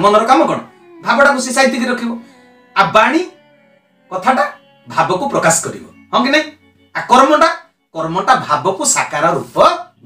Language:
Odia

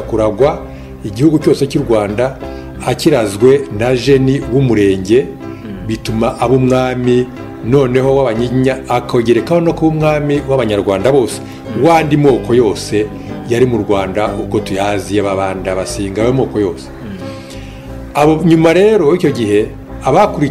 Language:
Kinyarwanda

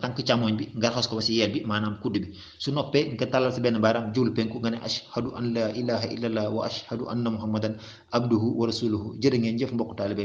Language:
Wolof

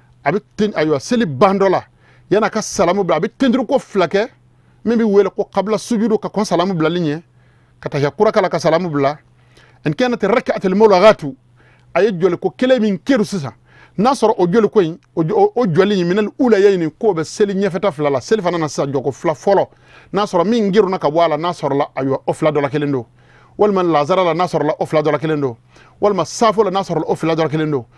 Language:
Bambara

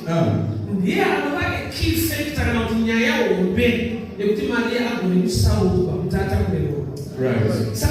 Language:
Shona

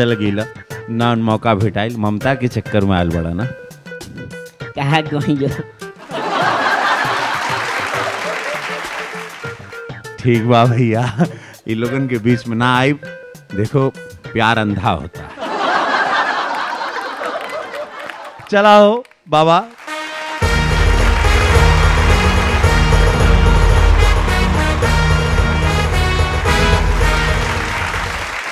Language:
Bhojpuri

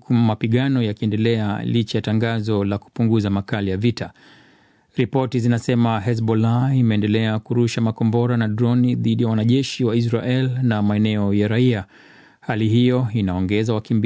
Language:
Swahili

